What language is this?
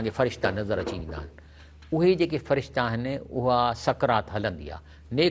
Sindhi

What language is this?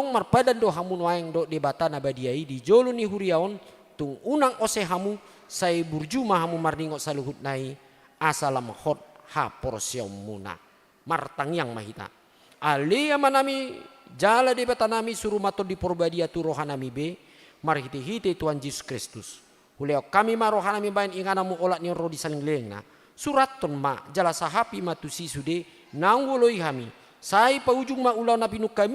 Batak Toba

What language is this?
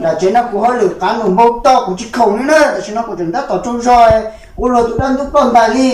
Hmong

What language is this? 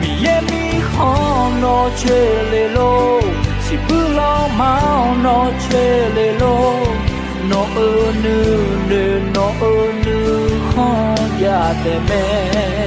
Akha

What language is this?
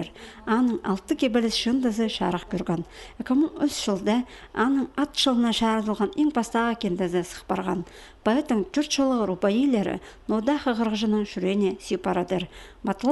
Khakas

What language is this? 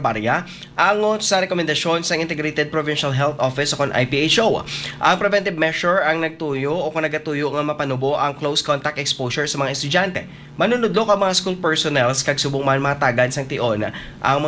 Hiligaynon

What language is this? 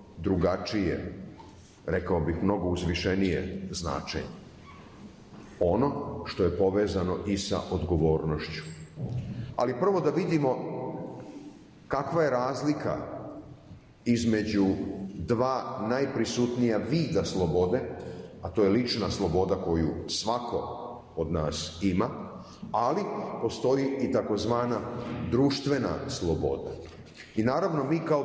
Serbian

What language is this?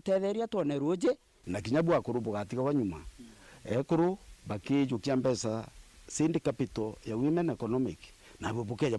Meru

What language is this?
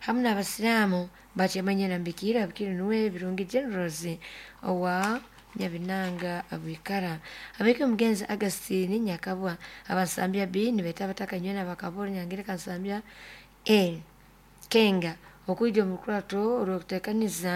Nyoro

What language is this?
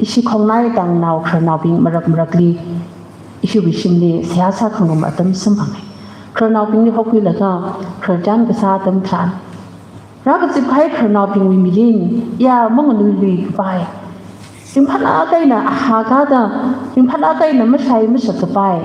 Tangkhul Naga (India)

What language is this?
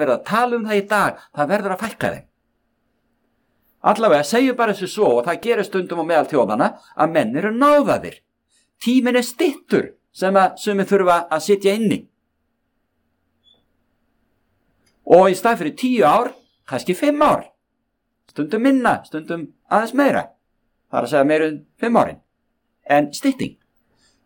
Icelandic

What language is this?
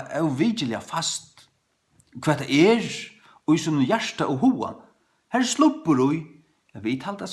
Faroese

